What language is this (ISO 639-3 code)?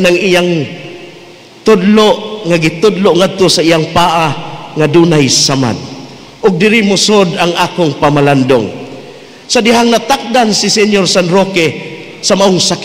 ceb